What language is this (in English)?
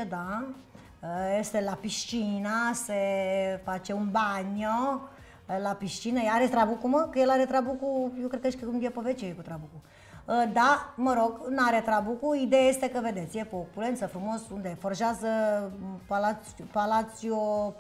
Romanian